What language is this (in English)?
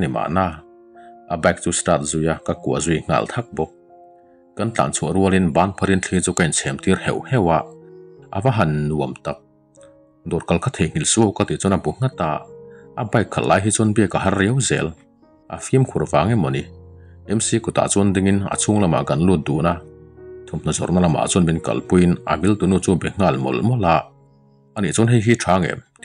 Mizo